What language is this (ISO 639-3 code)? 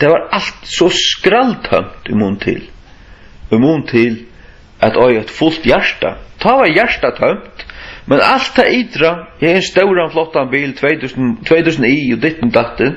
fao